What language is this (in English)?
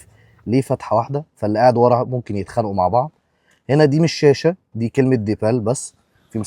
Egyptian Arabic